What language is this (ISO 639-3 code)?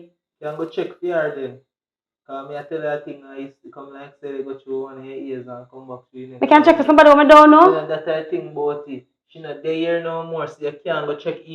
jam